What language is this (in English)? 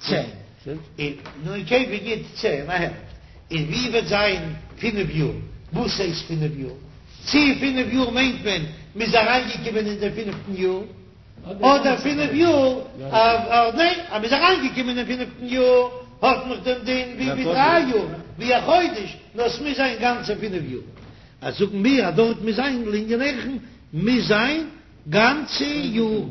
Yiddish